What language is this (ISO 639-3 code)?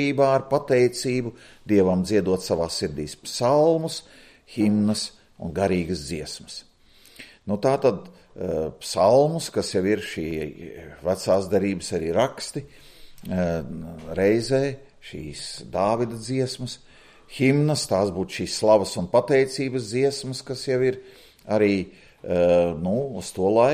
lav